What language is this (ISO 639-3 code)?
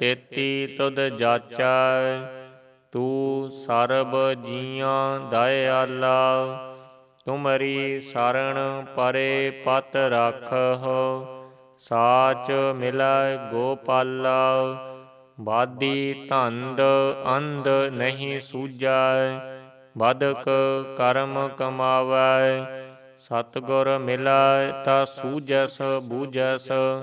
pan